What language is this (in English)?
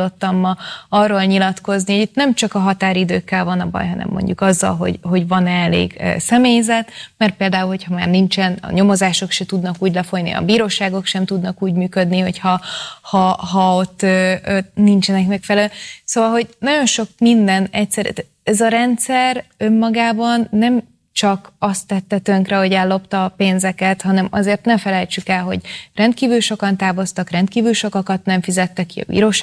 Hungarian